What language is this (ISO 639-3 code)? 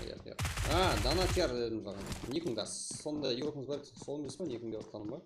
kaa